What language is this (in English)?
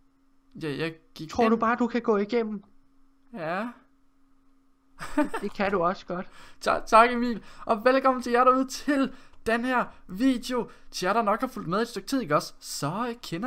Danish